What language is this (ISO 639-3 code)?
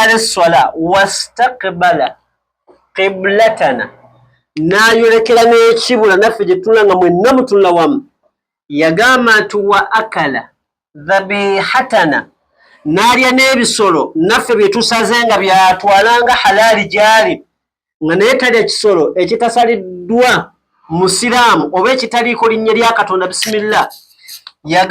lug